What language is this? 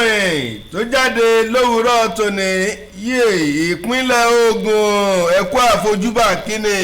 Yoruba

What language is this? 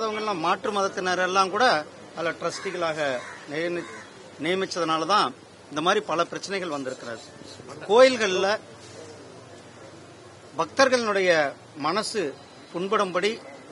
Tamil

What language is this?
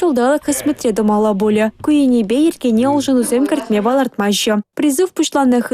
Chuvash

